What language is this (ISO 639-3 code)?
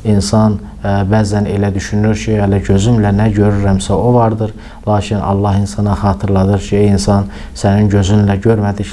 aze